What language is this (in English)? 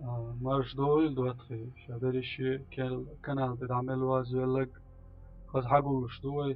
Chechen